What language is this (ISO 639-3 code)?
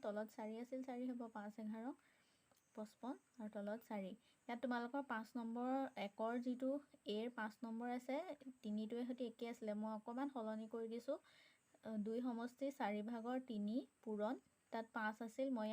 asm